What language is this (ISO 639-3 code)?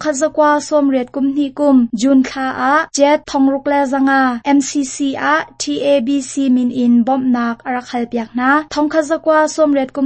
cnh